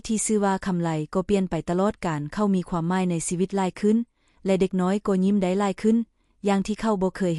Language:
Lao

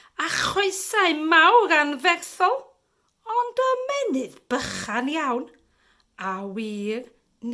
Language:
Welsh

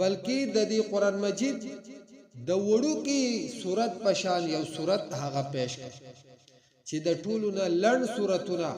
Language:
Pashto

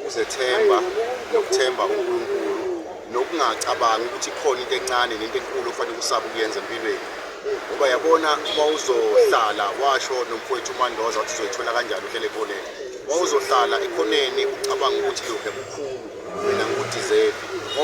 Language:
Zulu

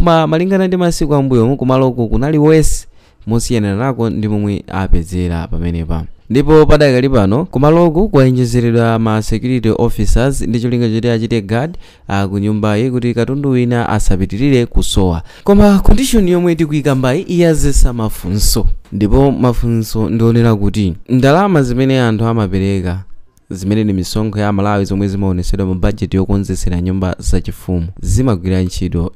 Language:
Nyanja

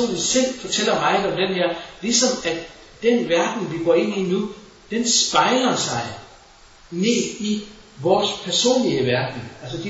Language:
Danish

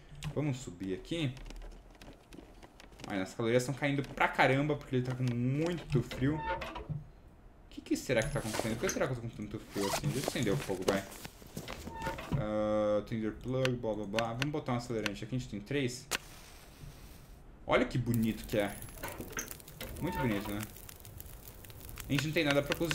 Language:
Portuguese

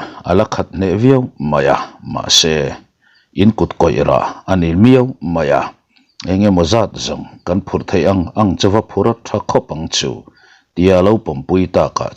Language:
Mizo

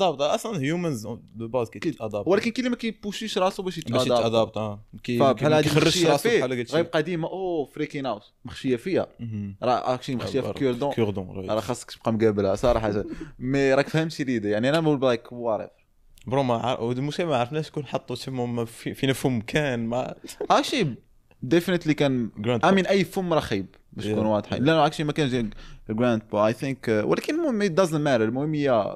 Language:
Moroccan Arabic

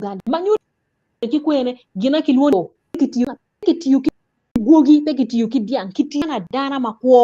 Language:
Acoli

